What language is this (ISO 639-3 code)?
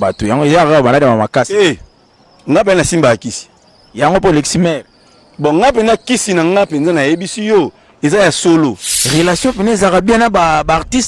lin